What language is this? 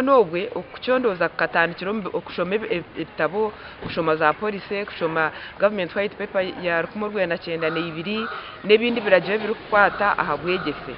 Nyankole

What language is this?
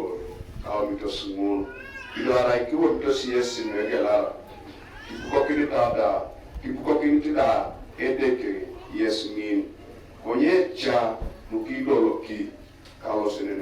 Teso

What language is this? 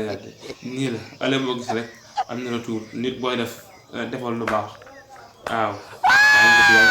Wolof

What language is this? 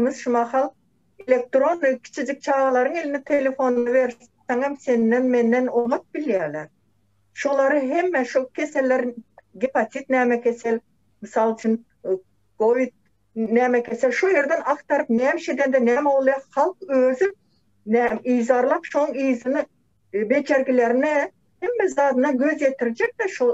Turkmen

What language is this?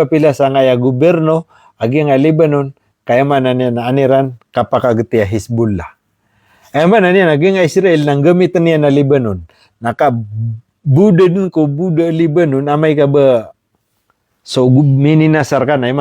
Maranao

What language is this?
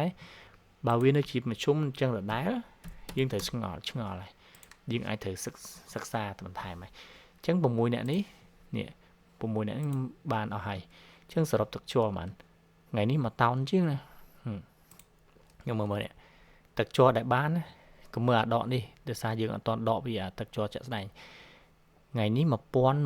Khmer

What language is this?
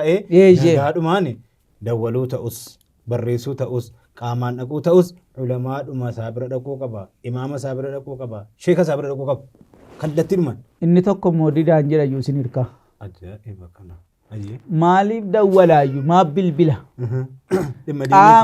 Oromo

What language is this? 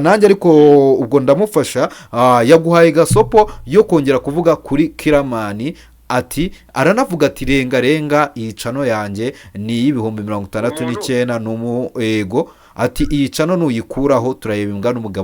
Kinyarwanda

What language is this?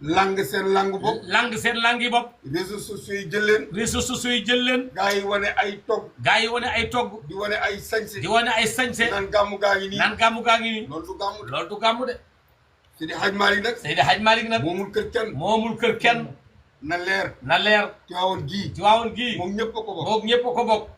Wolof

